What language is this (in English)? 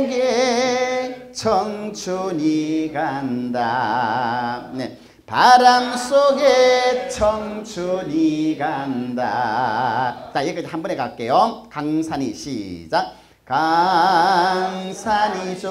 Korean